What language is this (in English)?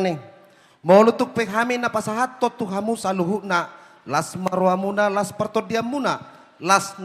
Batak Toba